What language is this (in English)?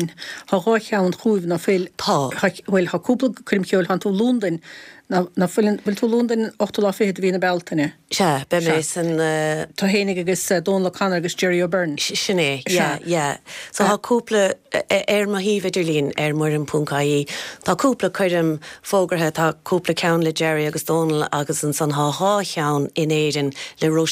Irish